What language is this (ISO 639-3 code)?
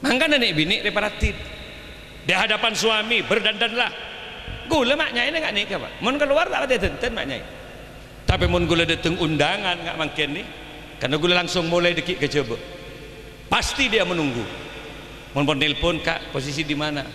mad